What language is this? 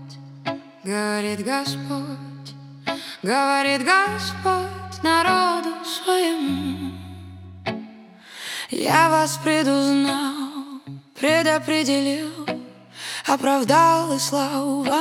Russian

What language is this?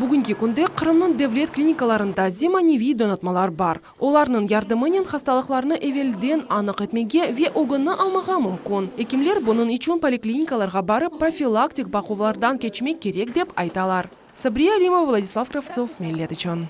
Crimean Tatar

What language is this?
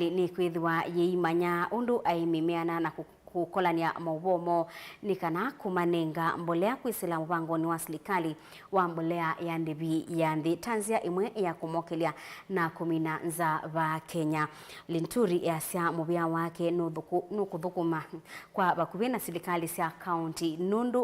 Kamba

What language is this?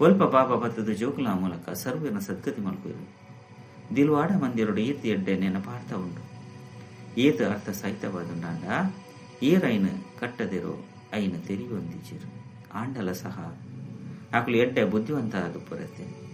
Tulu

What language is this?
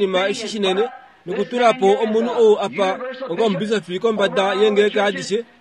Kuanyama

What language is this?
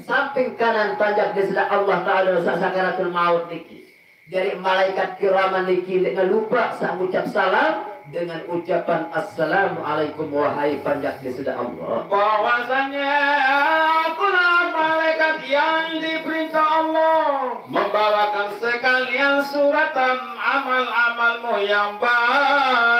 Sasak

